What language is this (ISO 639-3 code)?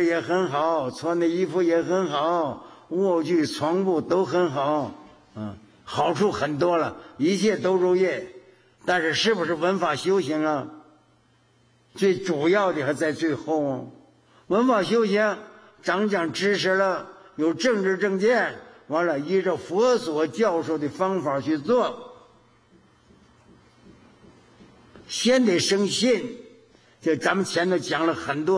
zho